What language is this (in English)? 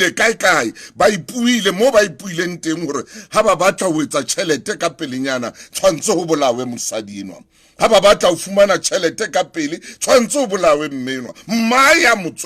Southern Sotho